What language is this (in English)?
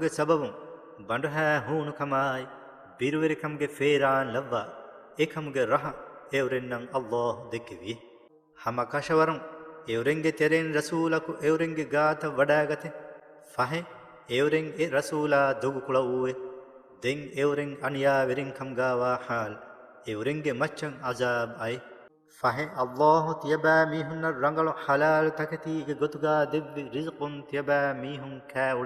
Divehi